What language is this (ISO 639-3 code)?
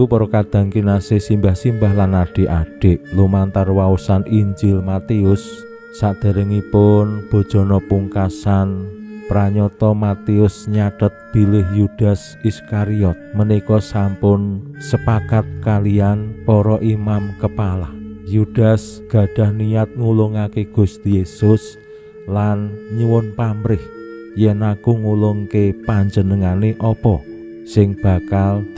jav